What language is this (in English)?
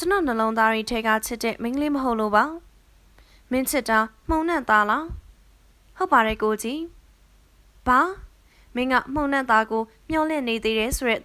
Burmese